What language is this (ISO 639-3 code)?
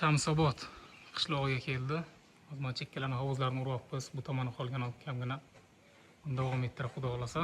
uzb